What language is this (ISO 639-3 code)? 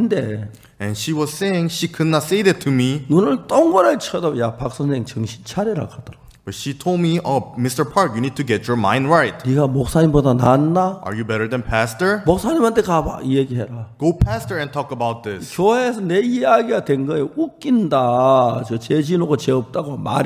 kor